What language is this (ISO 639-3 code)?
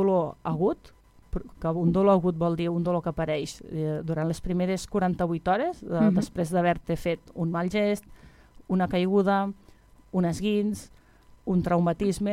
cat